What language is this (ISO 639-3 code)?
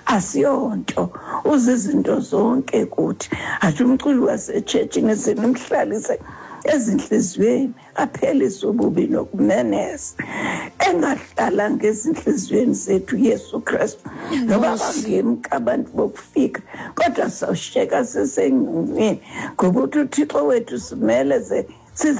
xho